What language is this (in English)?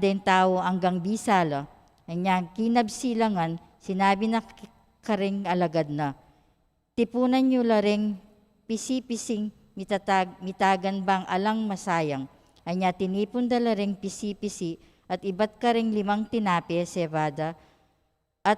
Pampanga